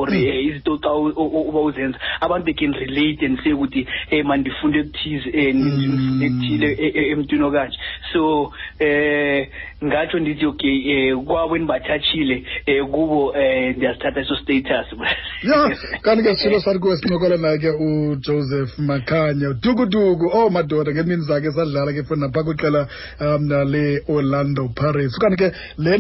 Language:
Xhosa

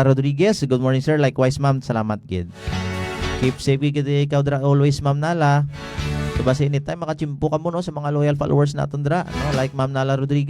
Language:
Hiligaynon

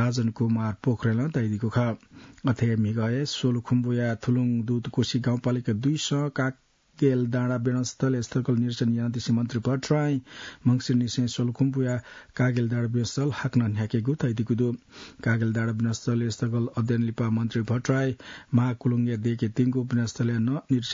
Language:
Newari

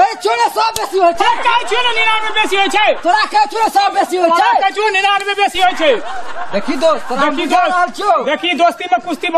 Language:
Maithili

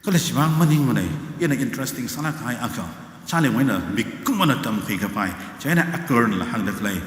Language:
Tangkhul Naga (India)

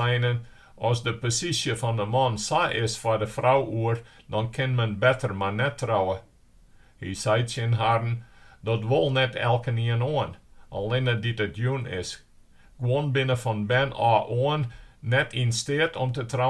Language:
Western Frisian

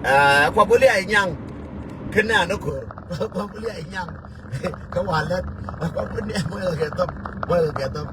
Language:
Nuer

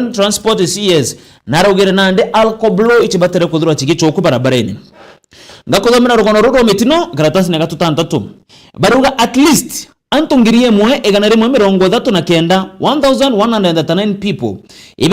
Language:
Meru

